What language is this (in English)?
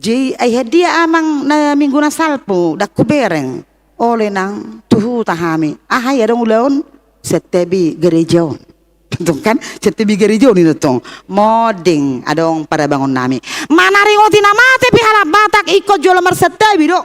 Batak Toba